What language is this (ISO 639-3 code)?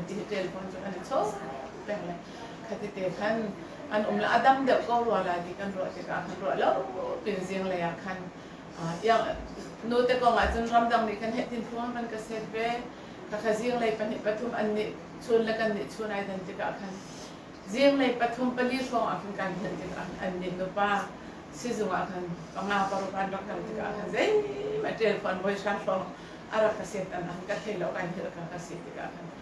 cnh